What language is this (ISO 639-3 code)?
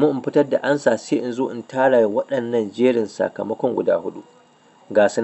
hau